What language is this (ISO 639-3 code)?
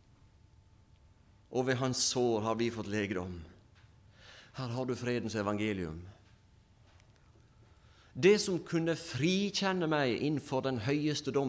nor